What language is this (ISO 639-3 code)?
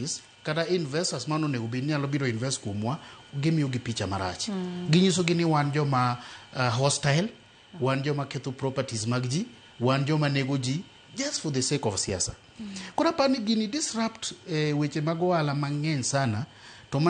luo